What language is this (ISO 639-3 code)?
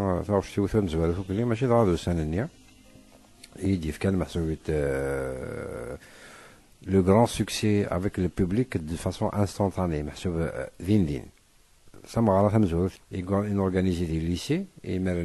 kab